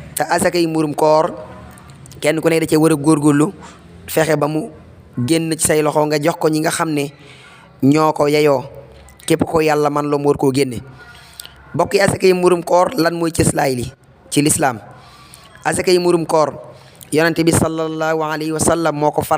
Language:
Wolof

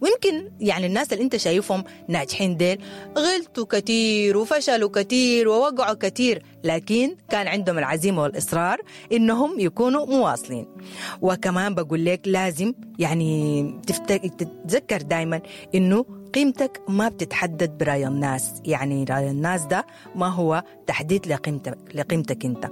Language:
Sudanese Arabic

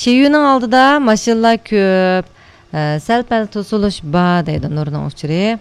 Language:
Uyghur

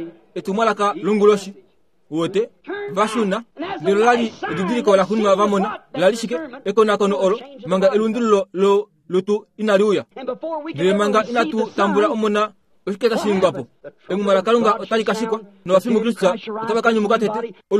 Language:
Kuanyama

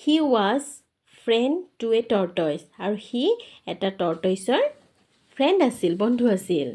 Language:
Assamese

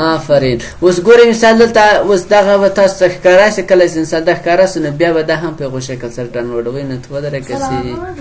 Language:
Pashto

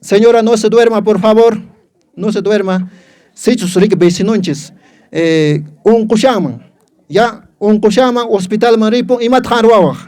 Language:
Quechua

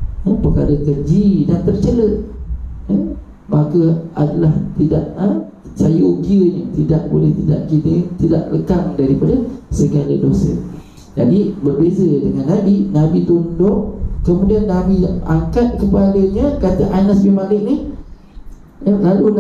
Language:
Malay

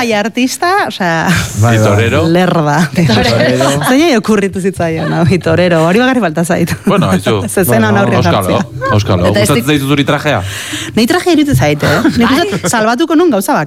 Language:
Basque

